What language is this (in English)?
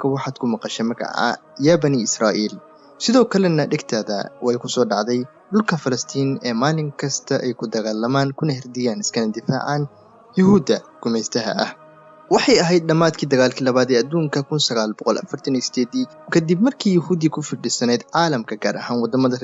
Somali